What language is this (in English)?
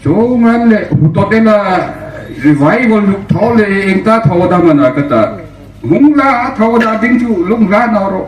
Hmar